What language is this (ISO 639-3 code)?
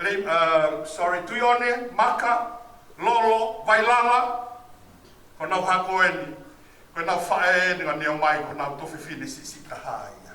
ton